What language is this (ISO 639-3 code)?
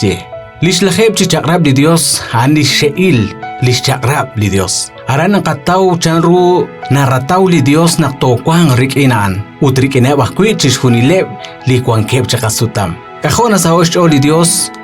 kek